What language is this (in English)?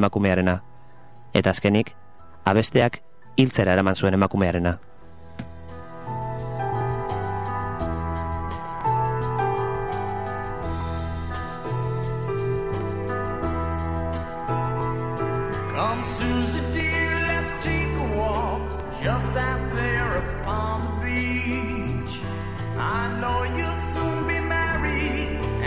Basque